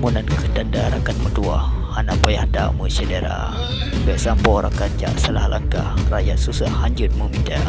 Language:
Achinese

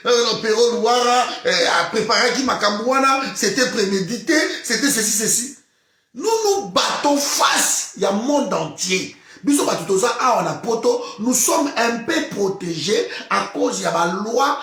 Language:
Lingala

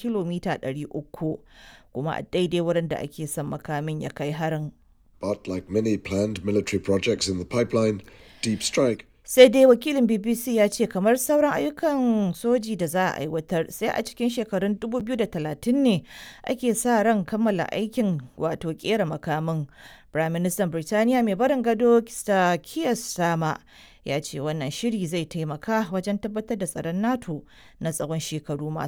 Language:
Hausa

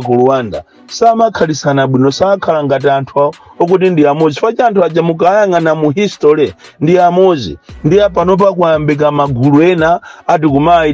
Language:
Nyanja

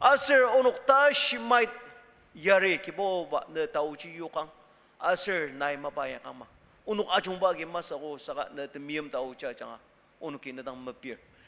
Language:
Ao Naga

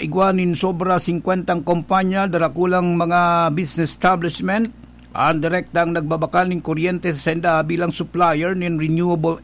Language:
Bikol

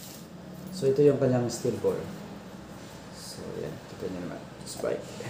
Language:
Filipino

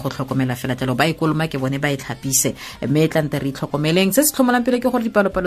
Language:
Tswana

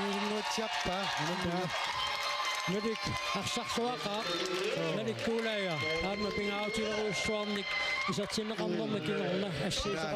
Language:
Kalaallisut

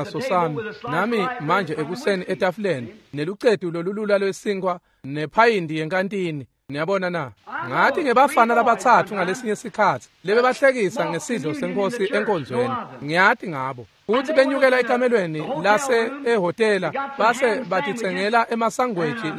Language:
Swati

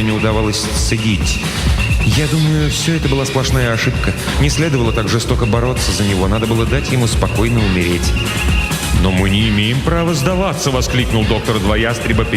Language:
Russian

